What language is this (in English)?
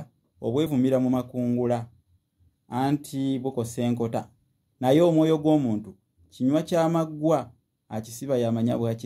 Ganda